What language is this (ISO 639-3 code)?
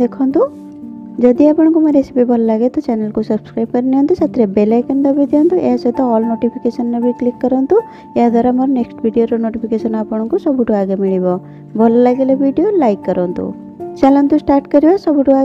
ori